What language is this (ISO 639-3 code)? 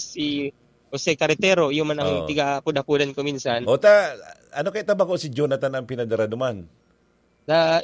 bik